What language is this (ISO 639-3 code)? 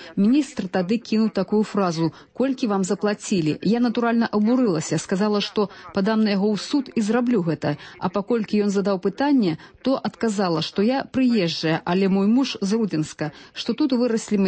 bel